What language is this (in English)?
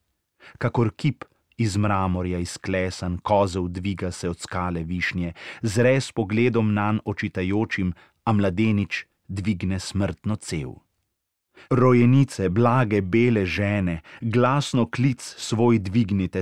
Slovenian